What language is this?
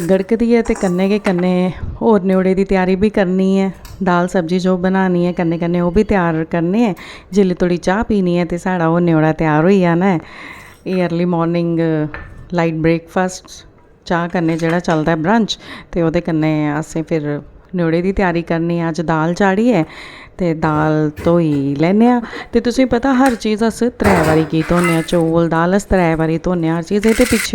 Dogri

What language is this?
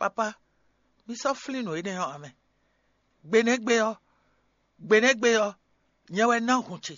Fon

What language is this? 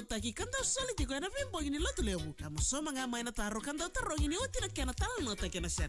Fijian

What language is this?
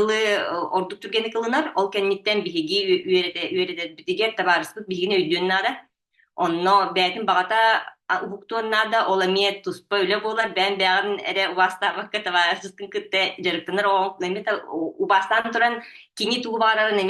Yakut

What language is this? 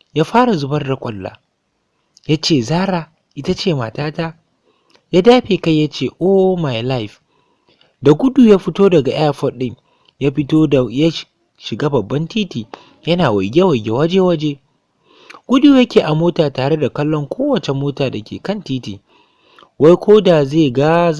Hausa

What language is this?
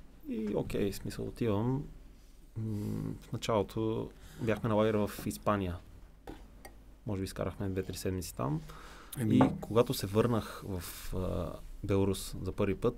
Bulgarian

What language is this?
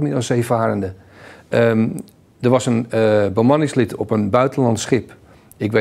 Dutch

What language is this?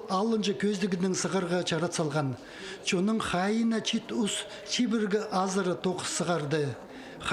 Khakas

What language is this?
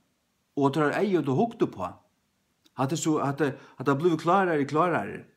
Faroese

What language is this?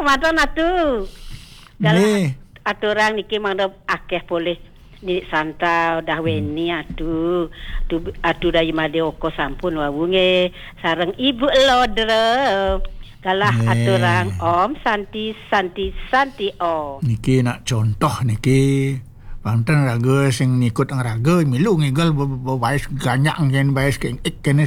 Balinese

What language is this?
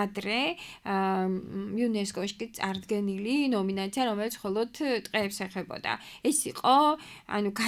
Georgian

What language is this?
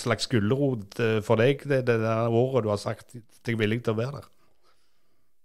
Norwegian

